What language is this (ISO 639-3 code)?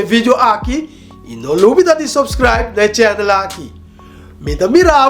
pap